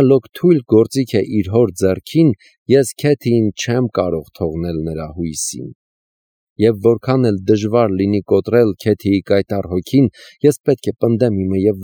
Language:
Armenian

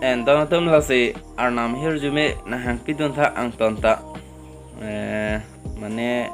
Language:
Karbi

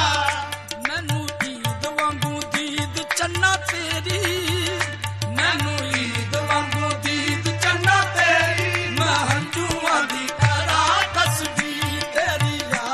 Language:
Punjabi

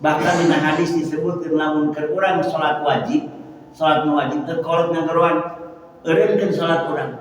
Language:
Sundanese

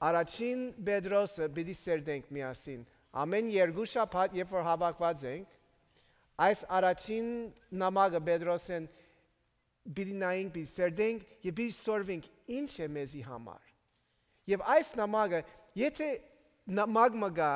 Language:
Armenian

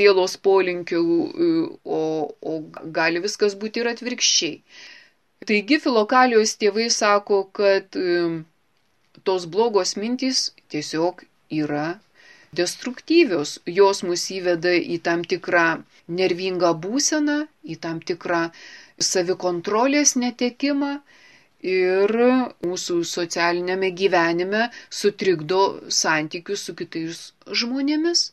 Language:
Lithuanian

